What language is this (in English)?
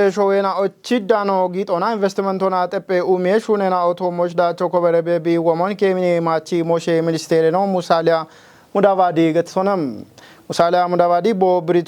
Kafa